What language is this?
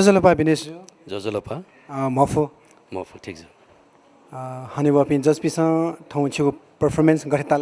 Newari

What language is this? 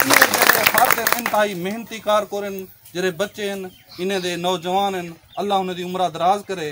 Saraiki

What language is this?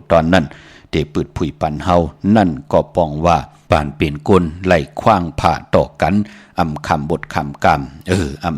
Shan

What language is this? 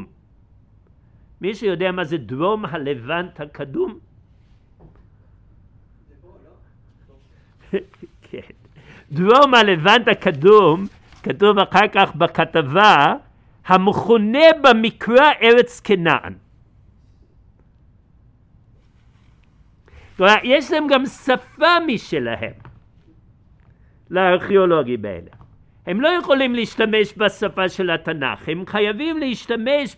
Hebrew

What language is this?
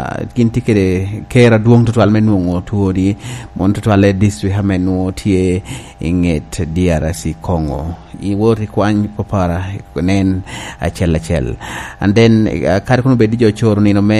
Lango (Uganda)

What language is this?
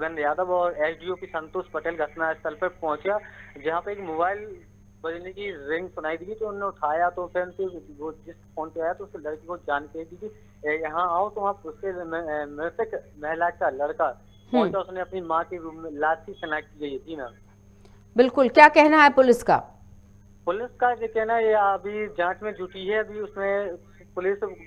Hindi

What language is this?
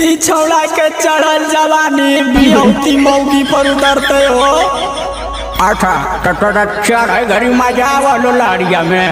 Magahi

